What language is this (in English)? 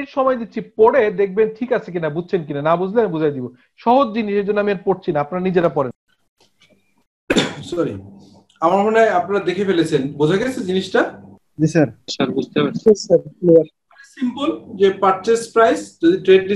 Bangla